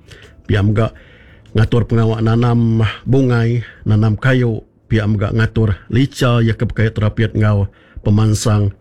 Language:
Iban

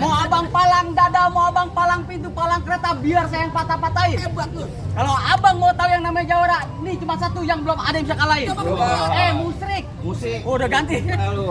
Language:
Betawi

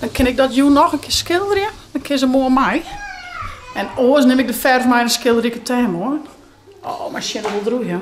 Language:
Western Frisian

